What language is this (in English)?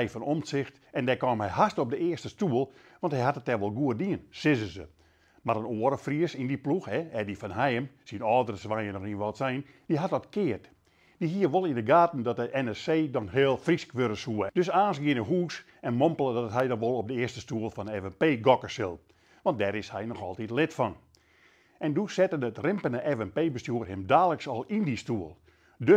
Western Frisian